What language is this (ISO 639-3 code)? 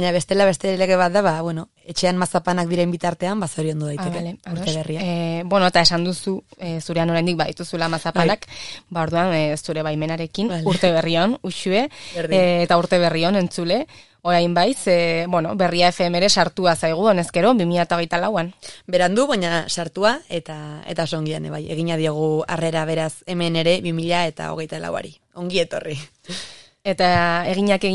eus